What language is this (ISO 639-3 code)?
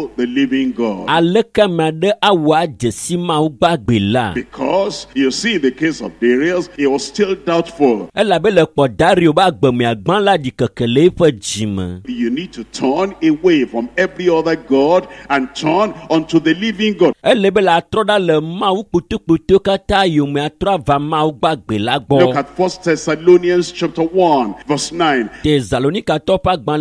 ewe